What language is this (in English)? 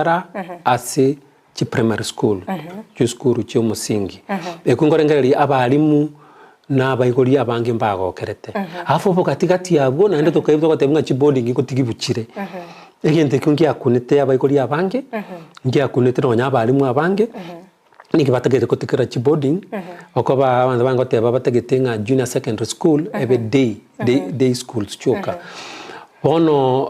Gusii